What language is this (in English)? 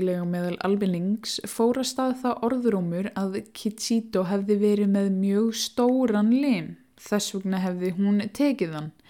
Icelandic